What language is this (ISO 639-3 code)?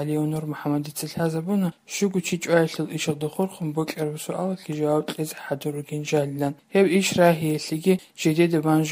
ava